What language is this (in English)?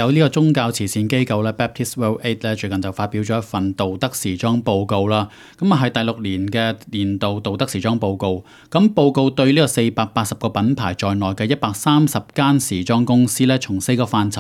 Cantonese